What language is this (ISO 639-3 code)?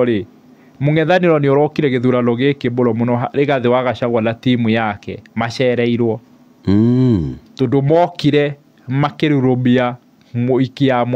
kik